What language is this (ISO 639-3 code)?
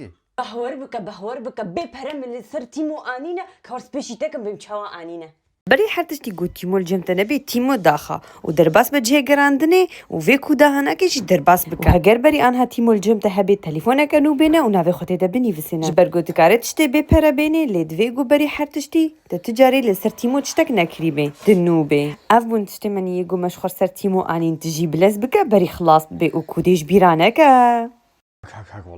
kur